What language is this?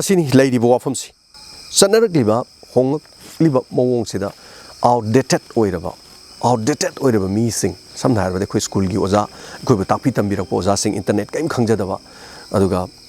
Manipuri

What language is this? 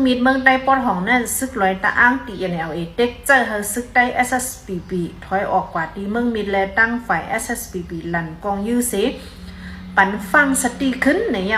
Shan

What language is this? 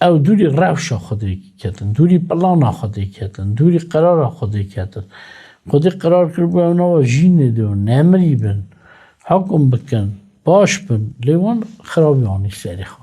Kurdish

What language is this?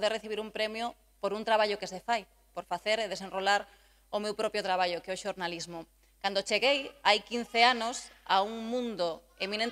Galician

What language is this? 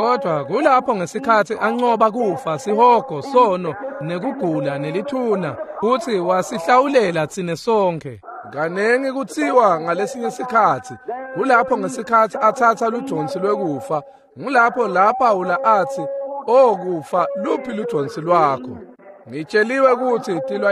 Swati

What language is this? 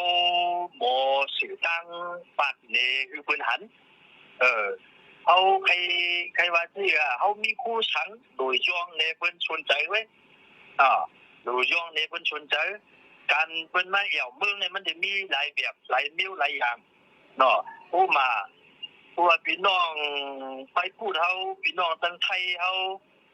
Shan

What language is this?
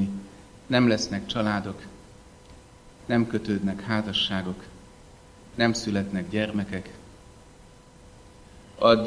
Hungarian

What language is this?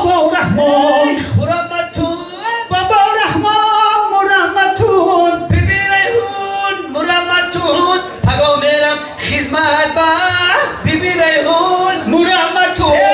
Tajik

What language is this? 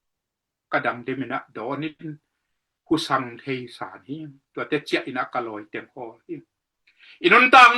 Tedim Chin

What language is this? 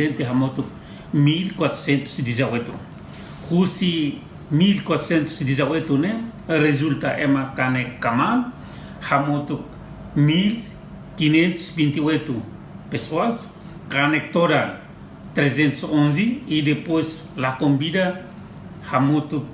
Tetum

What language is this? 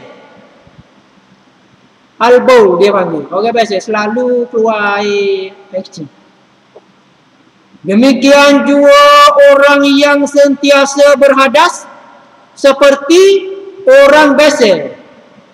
Malay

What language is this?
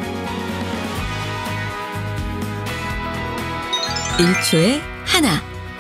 Korean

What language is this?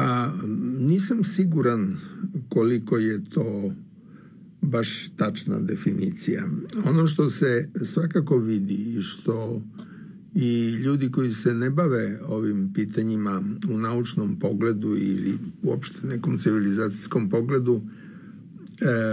Serbian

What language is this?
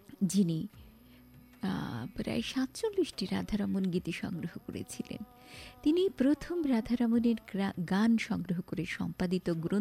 Bangla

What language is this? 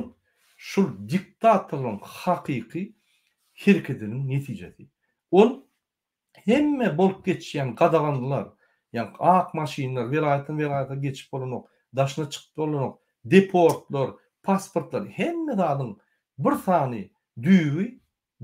Turkmen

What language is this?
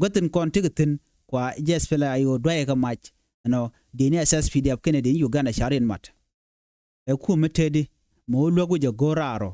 Nuer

